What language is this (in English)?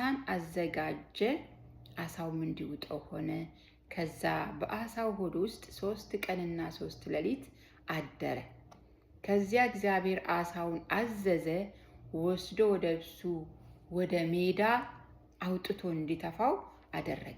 Amharic